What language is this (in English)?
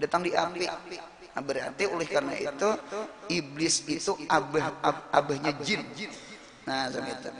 Banjar